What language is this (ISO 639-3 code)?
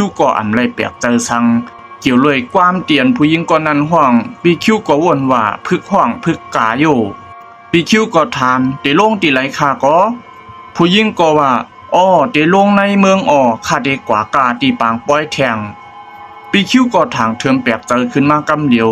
shn